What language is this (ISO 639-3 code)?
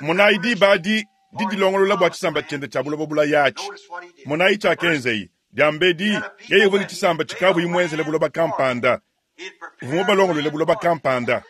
lua